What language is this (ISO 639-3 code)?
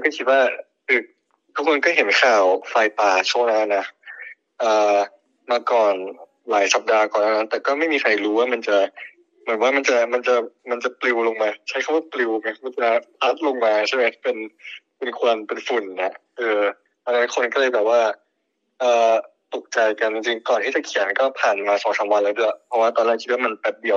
tha